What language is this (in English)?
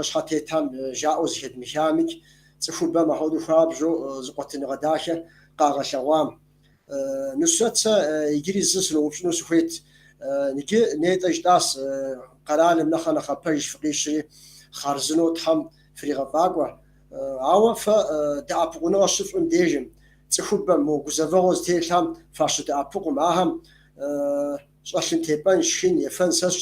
Kabardian